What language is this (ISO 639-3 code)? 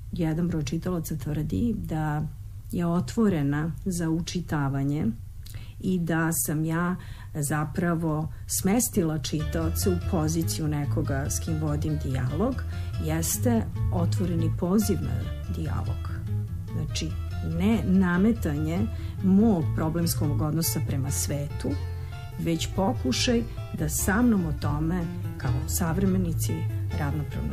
srp